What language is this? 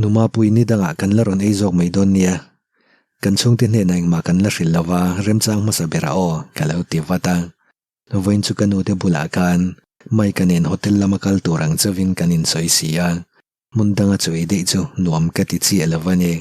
Mizo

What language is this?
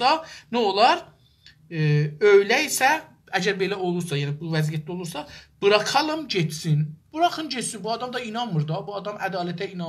South Azerbaijani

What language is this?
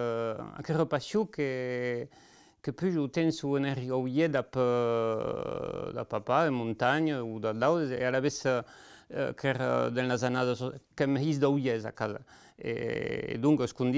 Occitan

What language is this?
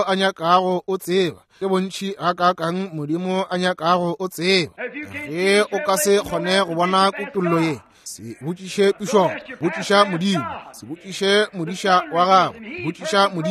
Northern Sotho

